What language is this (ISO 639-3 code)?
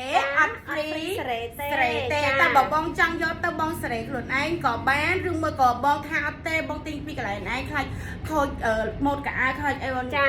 khm